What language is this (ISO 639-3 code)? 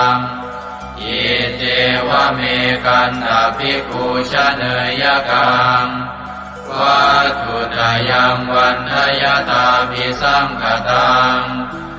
pli